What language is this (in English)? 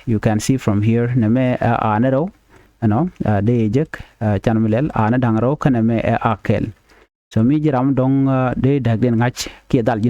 Nuer